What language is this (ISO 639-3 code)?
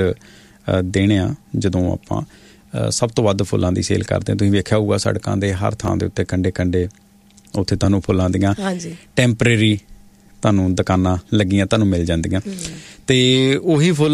pan